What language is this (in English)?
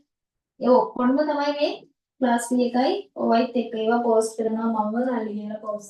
Sinhala